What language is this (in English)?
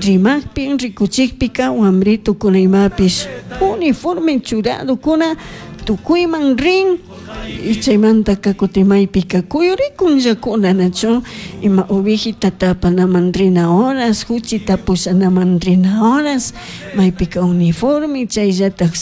Chimborazo Highland Quichua